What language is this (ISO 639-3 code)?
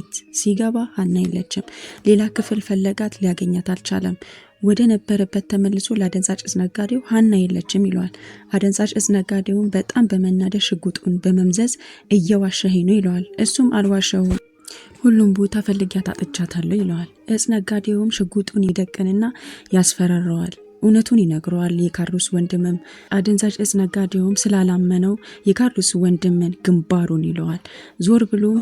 amh